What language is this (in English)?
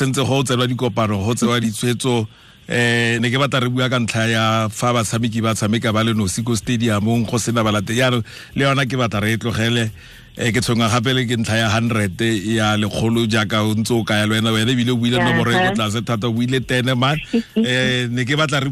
Tswana